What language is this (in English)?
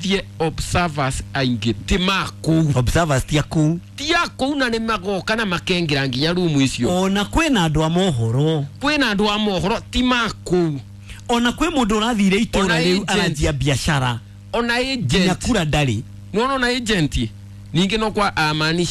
Kikuyu